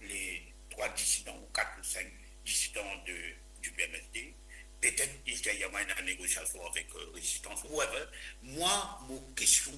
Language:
Morisyen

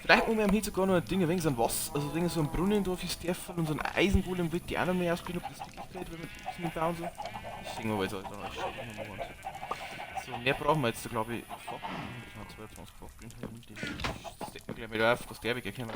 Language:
Bavarian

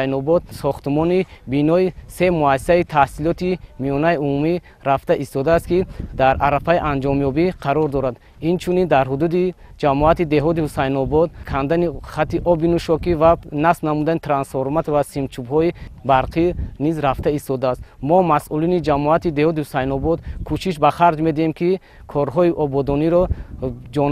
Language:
Tajik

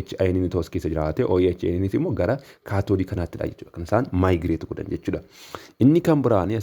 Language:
Oromo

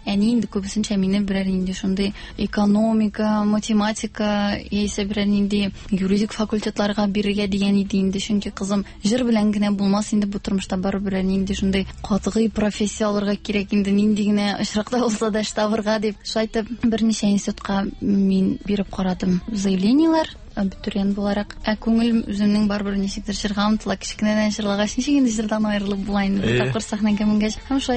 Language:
Tatar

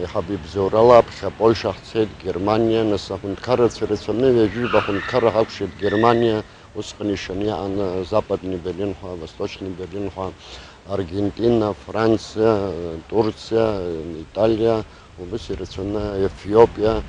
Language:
Abkhazian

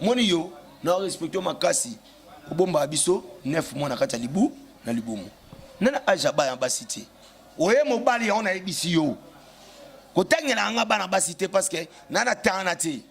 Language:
Lingala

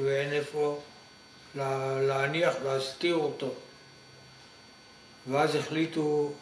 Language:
Hebrew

